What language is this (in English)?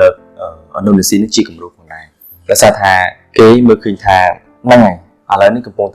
Khmer